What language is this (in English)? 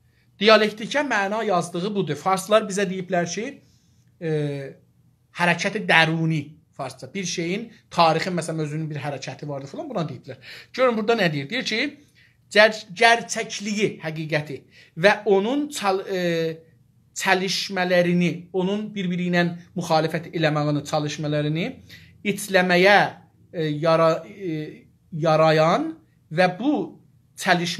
South Azerbaijani